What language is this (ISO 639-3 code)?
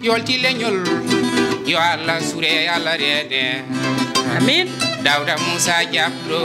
ful